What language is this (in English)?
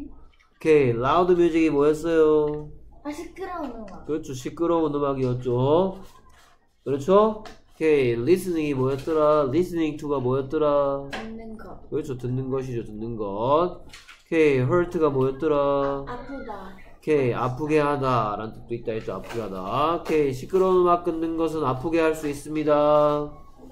Korean